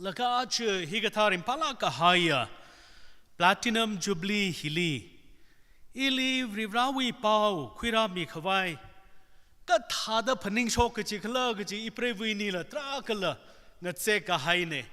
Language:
Tangkhul Naga (India)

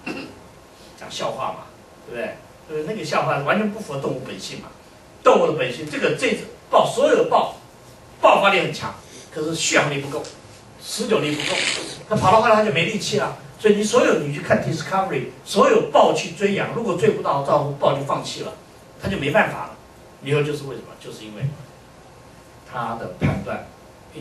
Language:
Chinese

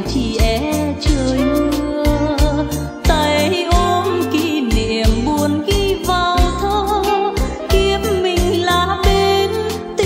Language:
Vietnamese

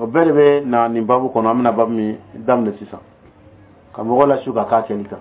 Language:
Dyula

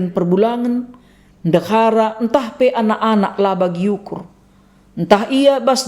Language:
Batak Karo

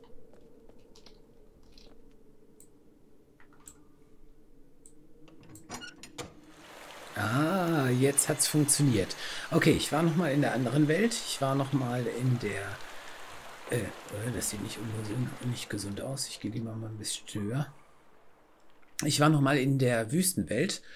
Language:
German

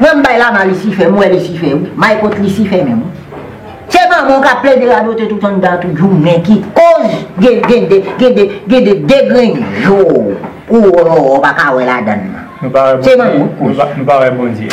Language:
Haitian Creole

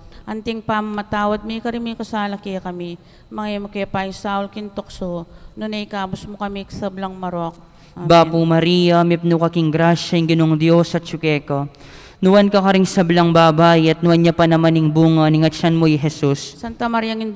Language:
Pampanga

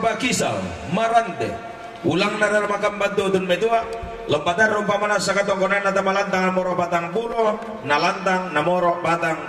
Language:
Toraja-Sa'dan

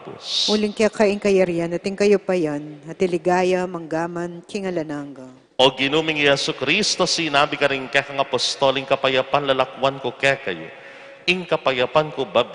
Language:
Pampanga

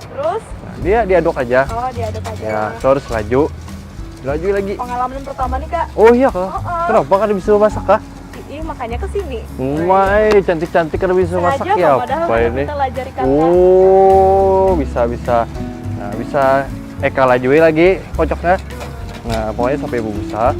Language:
Banjar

